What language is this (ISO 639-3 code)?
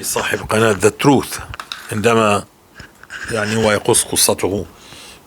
apc